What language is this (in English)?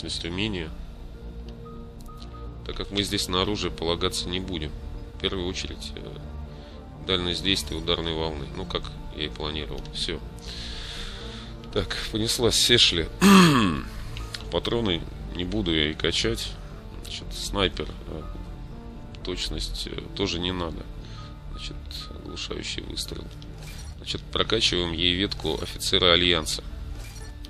Russian